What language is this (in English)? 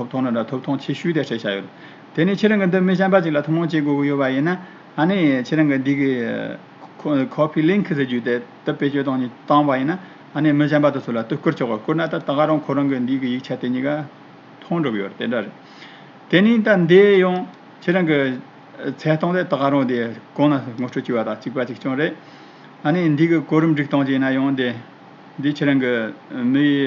Tibetan